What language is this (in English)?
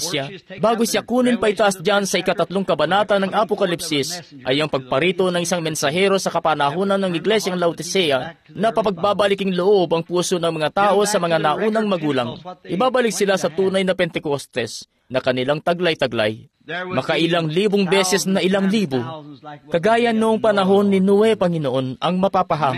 Filipino